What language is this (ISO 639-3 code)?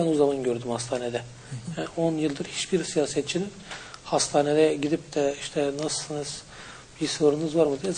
tur